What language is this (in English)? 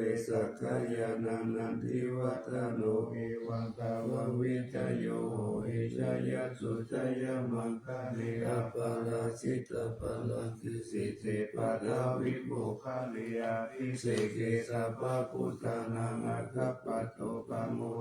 Pali